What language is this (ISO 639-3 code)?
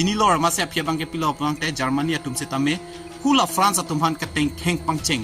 mjw